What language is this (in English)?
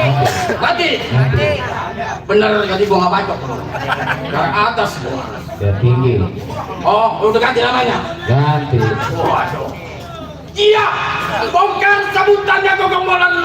Betawi